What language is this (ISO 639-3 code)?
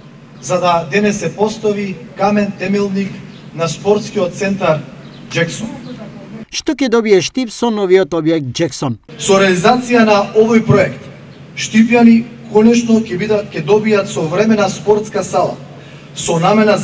mkd